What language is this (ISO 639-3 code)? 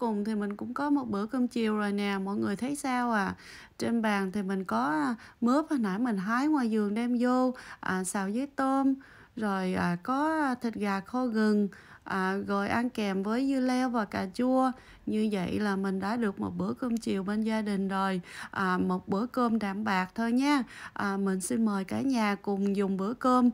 vie